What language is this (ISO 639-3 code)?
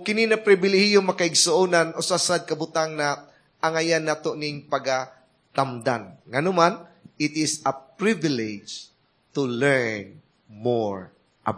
ceb